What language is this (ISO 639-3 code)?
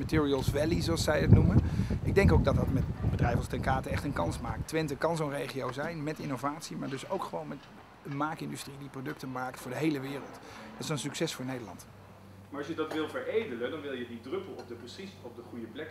nld